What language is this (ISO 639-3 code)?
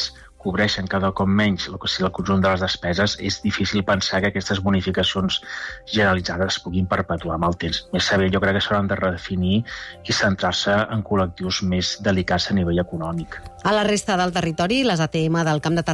cat